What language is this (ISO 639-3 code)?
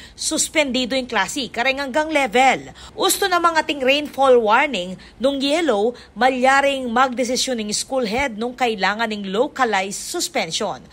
pam